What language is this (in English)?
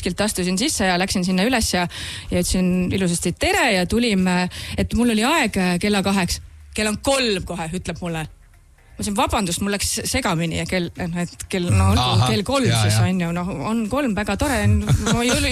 Estonian